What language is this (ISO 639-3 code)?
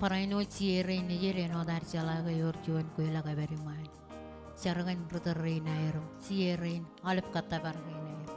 mah